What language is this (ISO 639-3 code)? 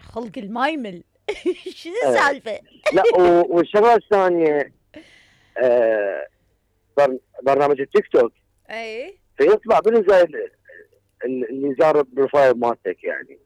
acm